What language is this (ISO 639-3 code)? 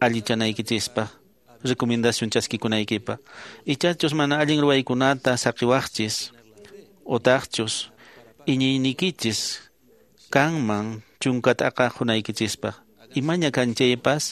que